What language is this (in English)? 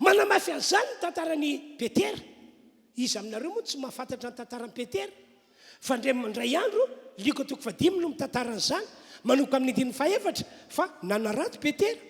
Malagasy